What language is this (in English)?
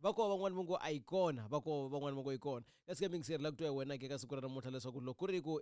Tsonga